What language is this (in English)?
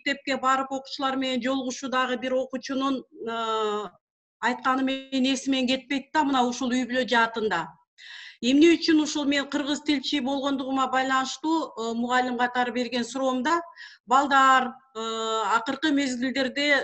Kyrgyz